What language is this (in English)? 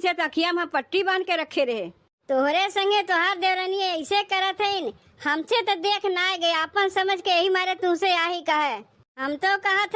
Awadhi